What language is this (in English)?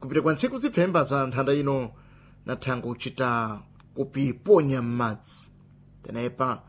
Sena